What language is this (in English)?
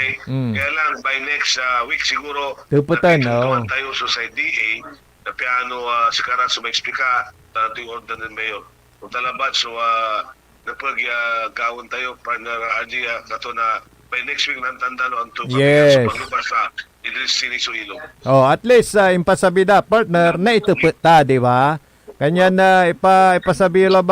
Pangasinan